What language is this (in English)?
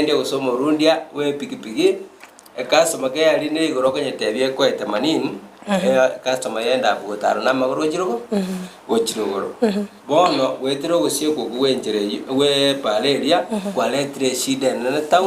Gusii